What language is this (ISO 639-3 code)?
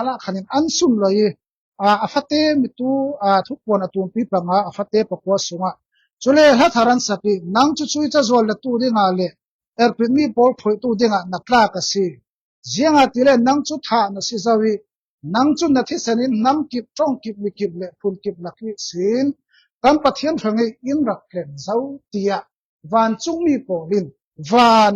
cfm